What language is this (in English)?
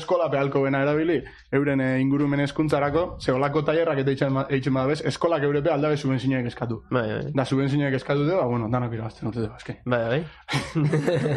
Basque